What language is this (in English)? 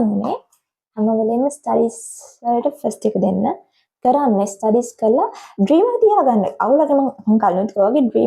Sinhala